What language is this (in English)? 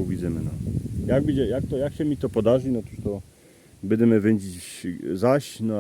Silesian